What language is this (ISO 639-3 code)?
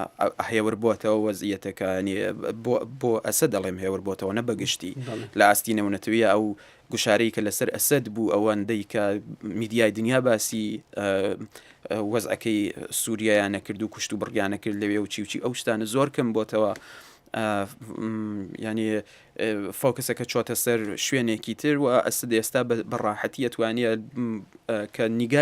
ckb